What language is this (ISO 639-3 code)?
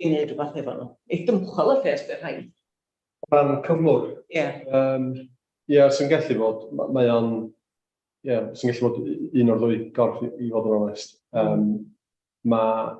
cym